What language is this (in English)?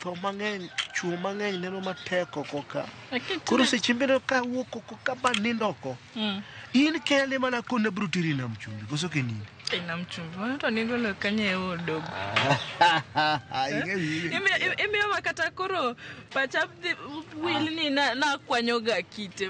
Luo (Kenya and Tanzania)